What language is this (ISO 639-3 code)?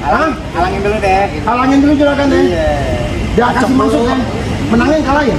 bew